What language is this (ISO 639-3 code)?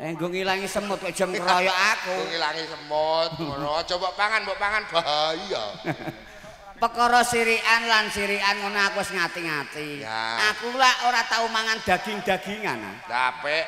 jav